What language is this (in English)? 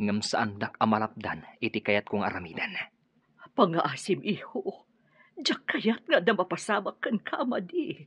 Iloko